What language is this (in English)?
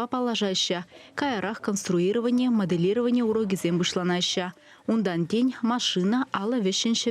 Chuvash